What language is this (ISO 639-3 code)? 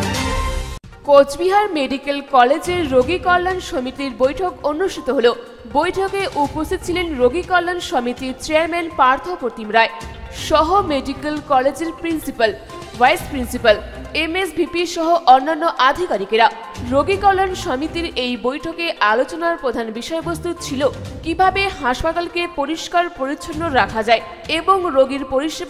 ben